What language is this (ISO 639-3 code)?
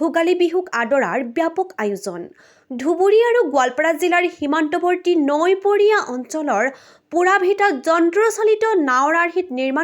asm